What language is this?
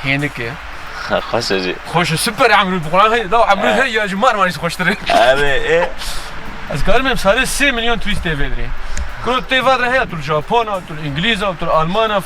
Kurdish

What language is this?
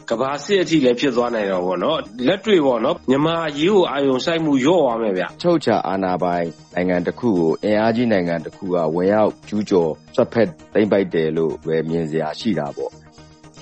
Burmese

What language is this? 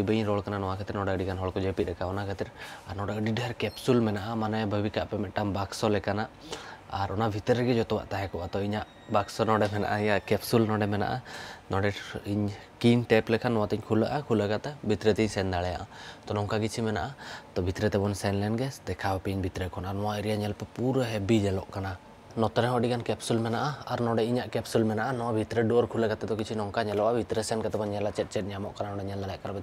Santali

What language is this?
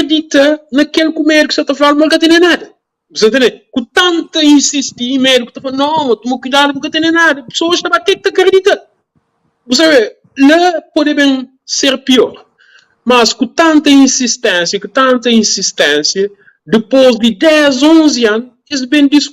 Kabuverdianu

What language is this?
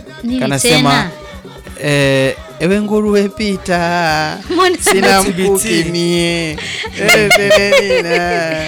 Swahili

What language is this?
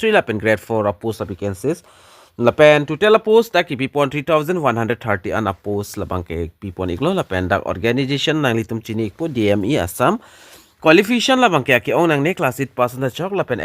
Karbi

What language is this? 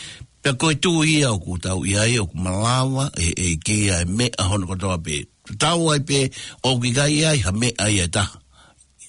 Tongan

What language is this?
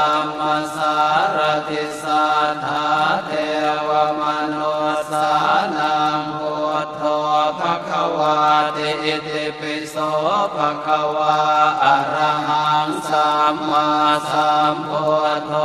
Pali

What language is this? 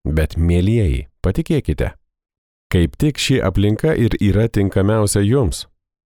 Lithuanian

